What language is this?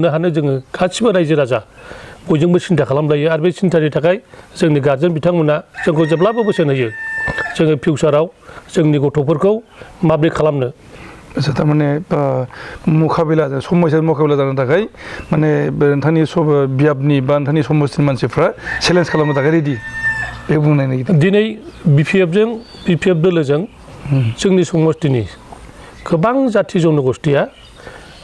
Bodo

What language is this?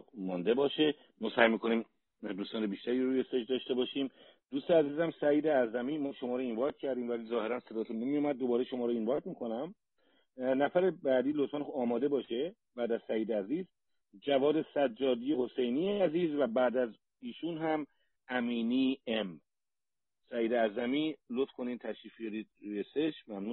Persian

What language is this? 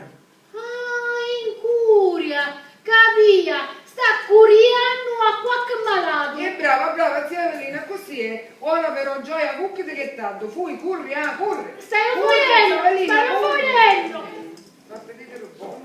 Sicilian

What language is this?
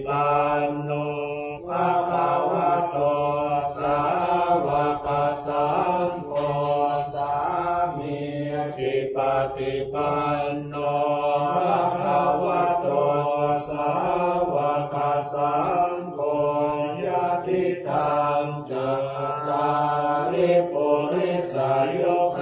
Pali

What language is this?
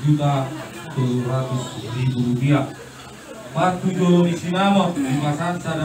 Batak Toba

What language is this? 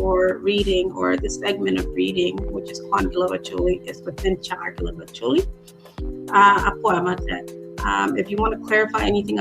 Acoli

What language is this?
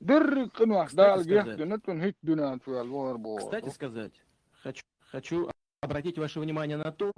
Chechen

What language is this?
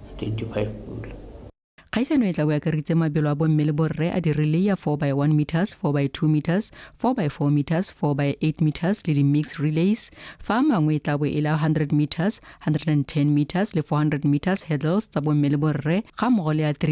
Tswana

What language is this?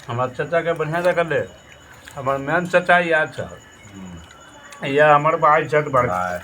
Maithili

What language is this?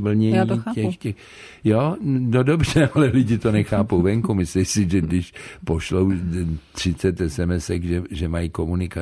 Czech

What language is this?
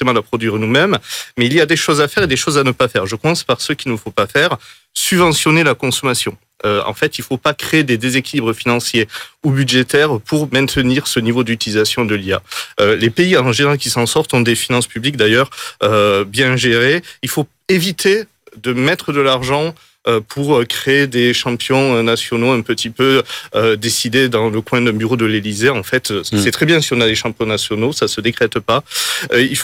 French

